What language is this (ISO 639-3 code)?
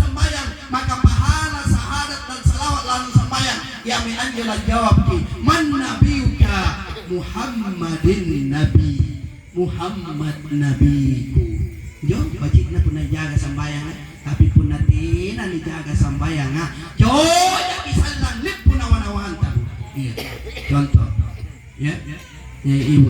mak